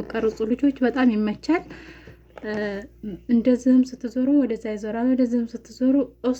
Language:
Amharic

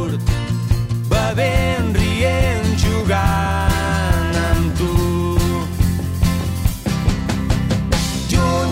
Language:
Catalan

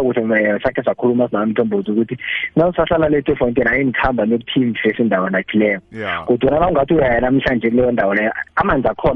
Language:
South Ndebele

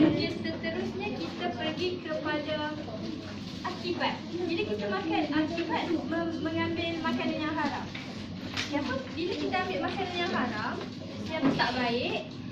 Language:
Malay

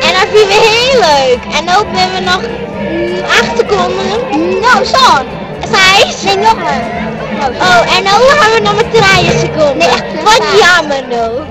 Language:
Western Frisian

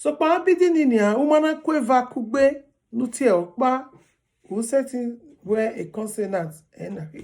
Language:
Bini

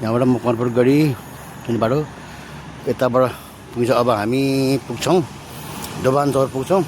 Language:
Nepali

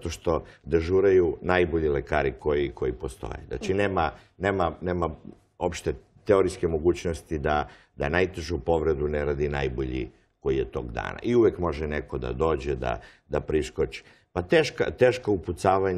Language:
Serbian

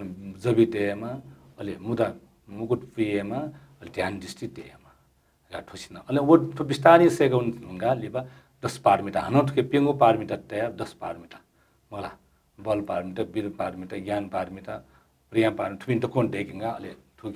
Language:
Newari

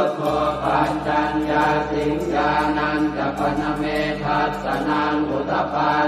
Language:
Pali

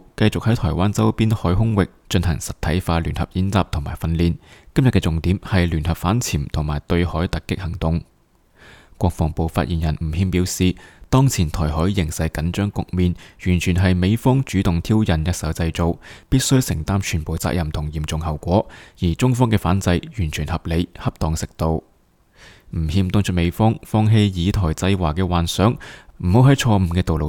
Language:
Cantonese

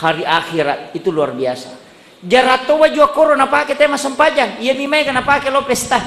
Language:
Buginese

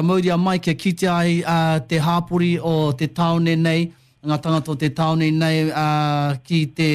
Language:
Māori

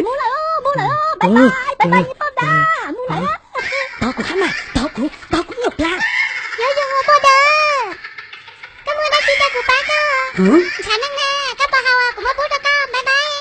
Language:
Hmong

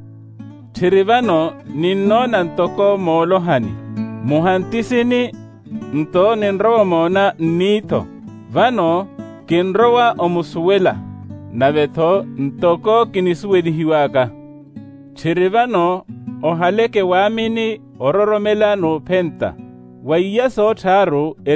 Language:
Makhuwa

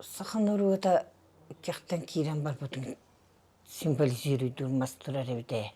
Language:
Yakut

